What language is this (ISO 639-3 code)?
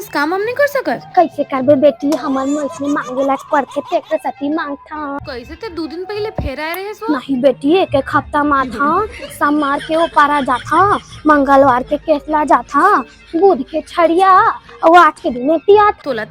hne